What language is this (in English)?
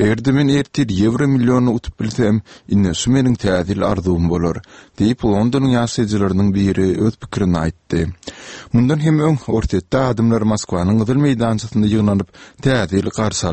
Turkmen